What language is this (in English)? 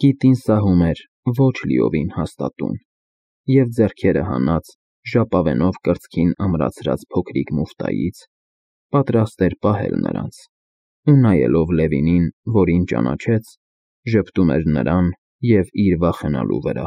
Armenian